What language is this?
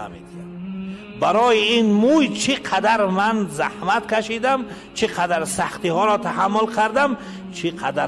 Tajik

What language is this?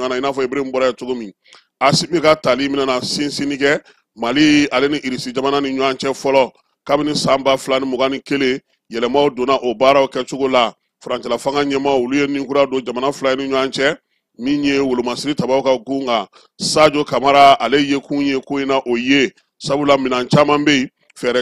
Bambara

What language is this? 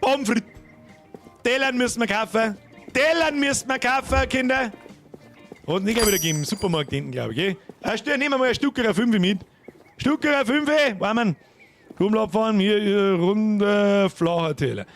Bavarian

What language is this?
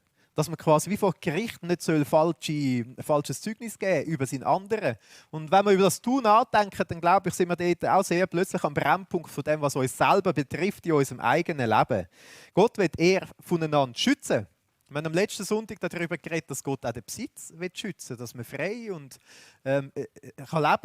Swiss German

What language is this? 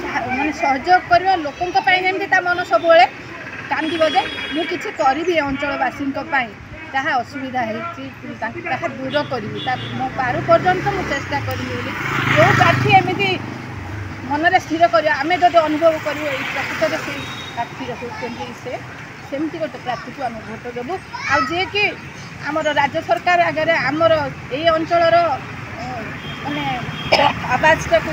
Odia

